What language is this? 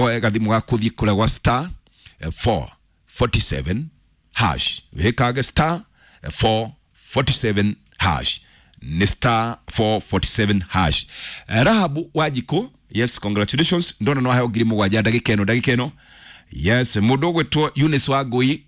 Kikuyu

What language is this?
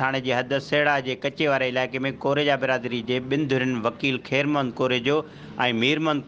Sindhi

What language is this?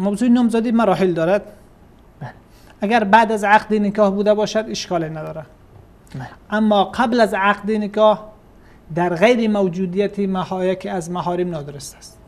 Persian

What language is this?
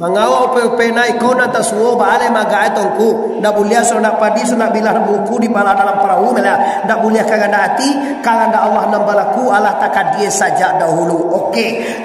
Minangkabau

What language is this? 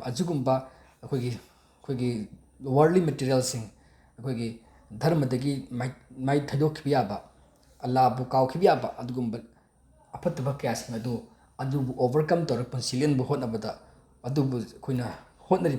Manipuri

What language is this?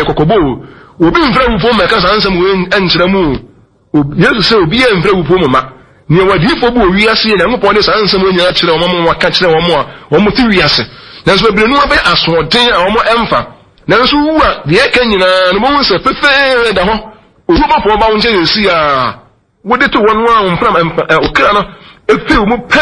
Akan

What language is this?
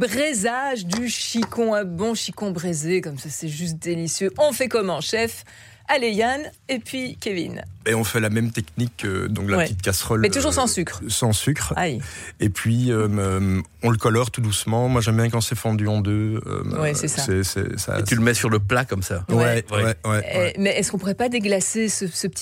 French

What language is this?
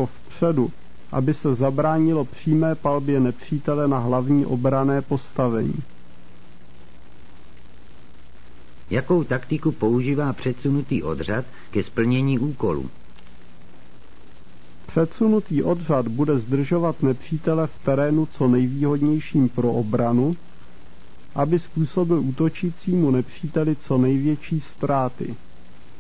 Czech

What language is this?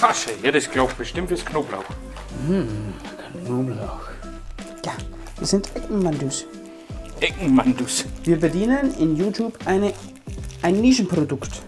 Bavarian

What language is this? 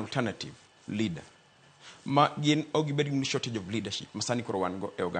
Luo (Kenya and Tanzania)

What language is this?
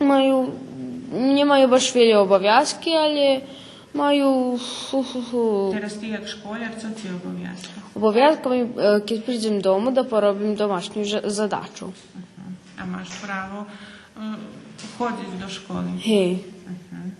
Rusyn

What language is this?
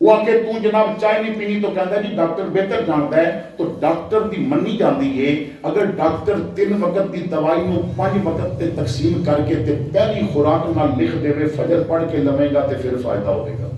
Western Panjabi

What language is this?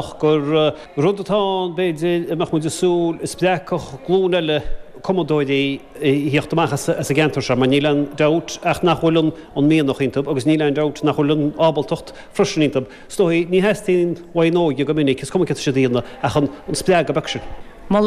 Irish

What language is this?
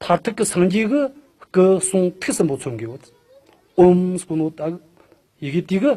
Tibetan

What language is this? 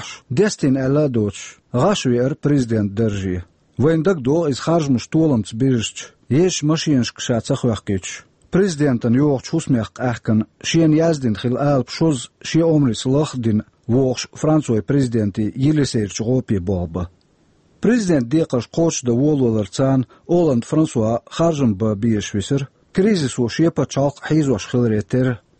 Chechen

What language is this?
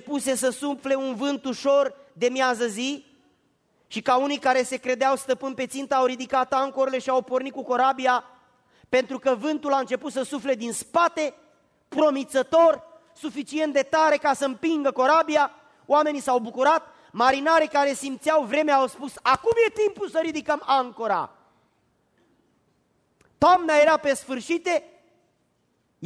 Romanian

